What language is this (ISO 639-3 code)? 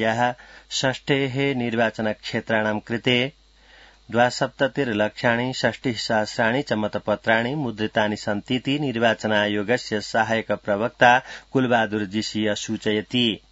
san